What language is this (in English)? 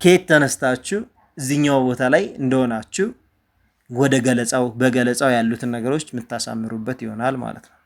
Amharic